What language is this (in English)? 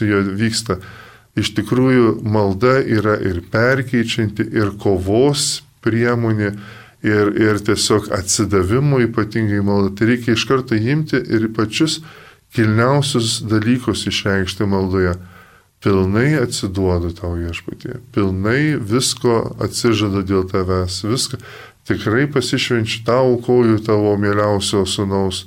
Lithuanian